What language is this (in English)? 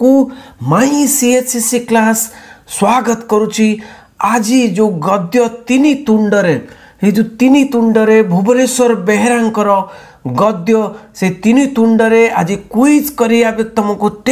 Odia